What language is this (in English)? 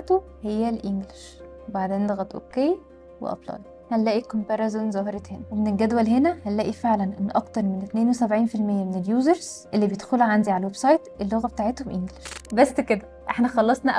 Egyptian Arabic